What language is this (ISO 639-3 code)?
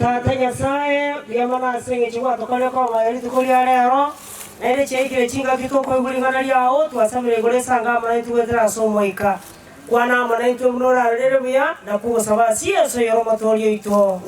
guz